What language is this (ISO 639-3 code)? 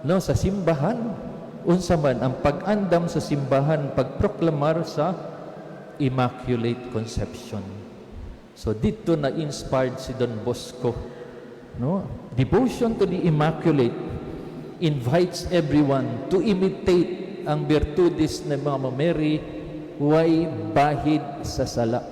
ceb